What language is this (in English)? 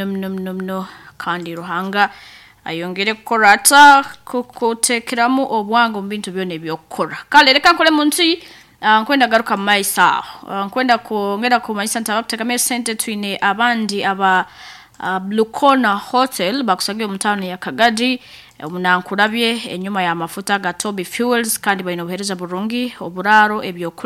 Nyankole